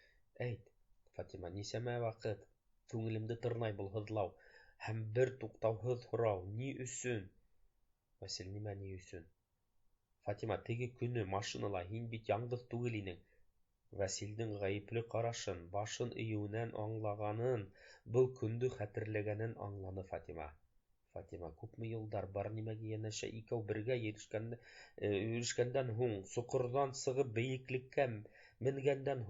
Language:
Bashkir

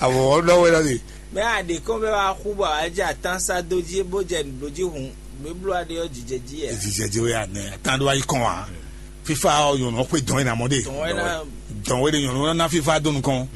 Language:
Fon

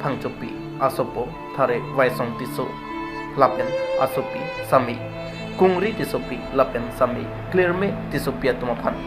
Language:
Karbi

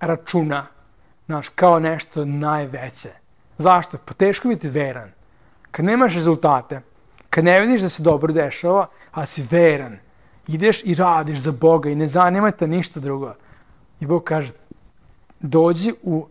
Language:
Serbian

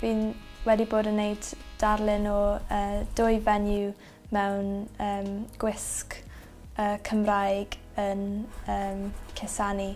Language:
Welsh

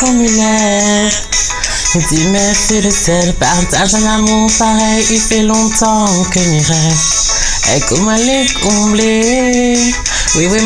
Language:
Réunion Creole French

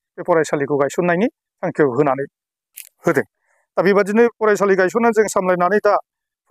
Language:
Bodo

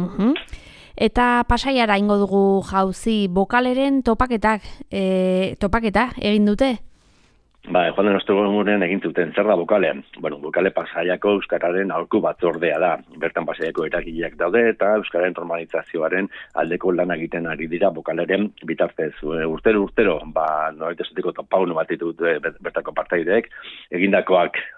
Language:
Basque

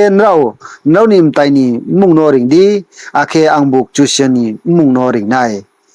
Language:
Riang (India)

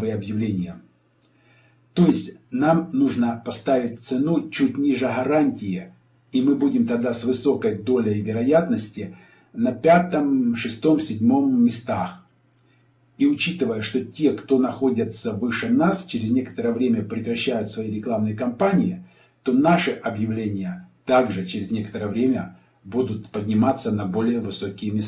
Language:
Russian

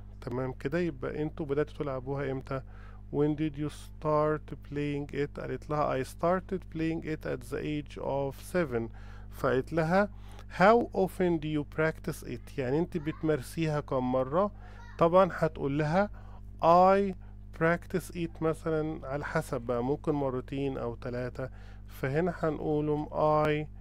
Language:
Egyptian Arabic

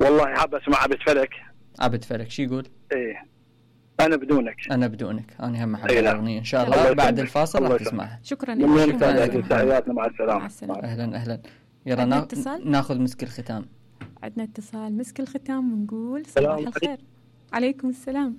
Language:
Mesopotamian Arabic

